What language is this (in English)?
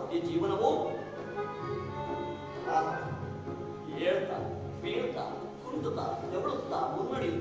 Kannada